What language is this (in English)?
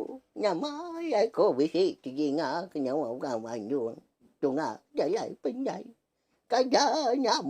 Iban